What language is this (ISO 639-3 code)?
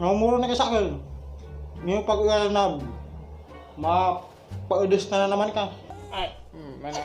bik